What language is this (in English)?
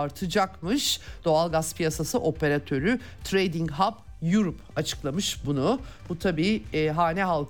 Turkish